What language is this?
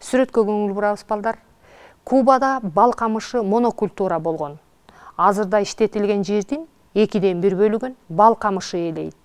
Kyrgyz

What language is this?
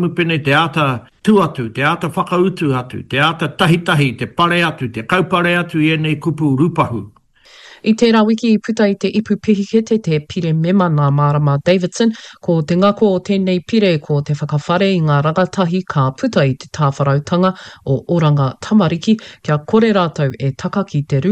Māori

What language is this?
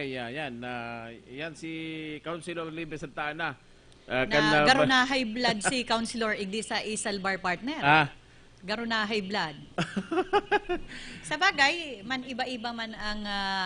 Bikol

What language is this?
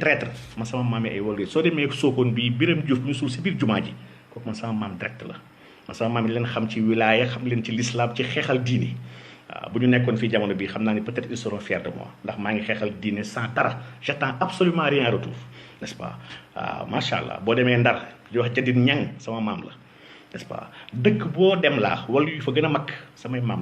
Wolof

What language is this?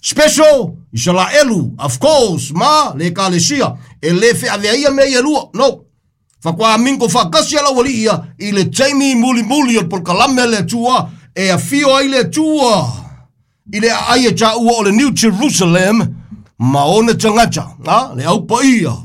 Samoan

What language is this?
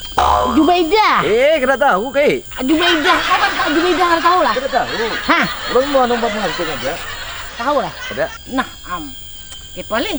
Banjar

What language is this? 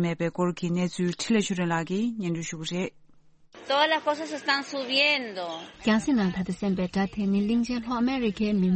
Tibetan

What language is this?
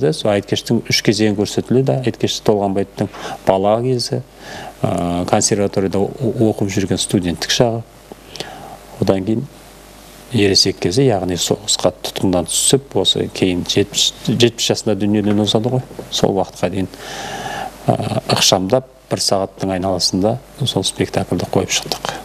Kazakh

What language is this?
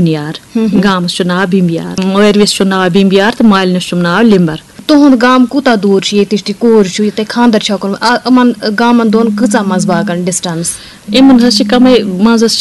Kashmiri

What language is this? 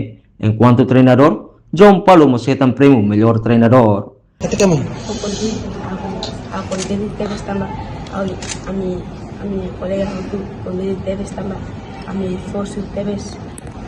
Tetum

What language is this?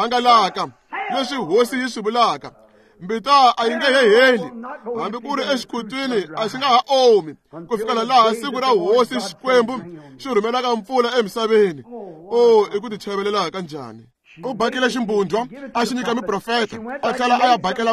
Tsonga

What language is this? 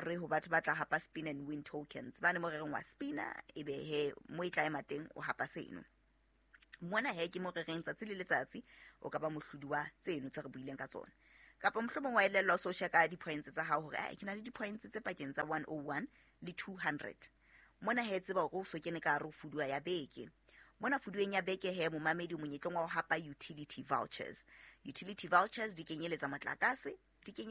Southern Sotho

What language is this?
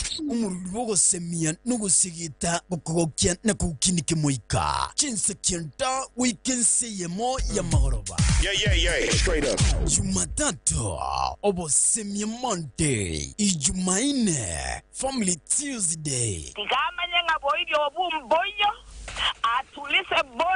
Gusii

